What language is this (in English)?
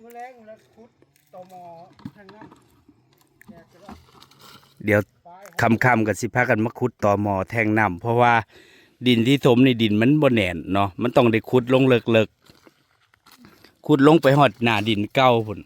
Northeastern Thai